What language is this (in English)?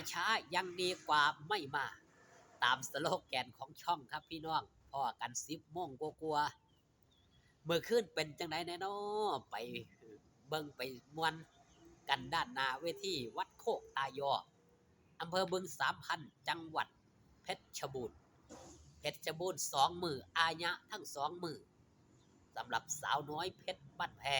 Northeastern Thai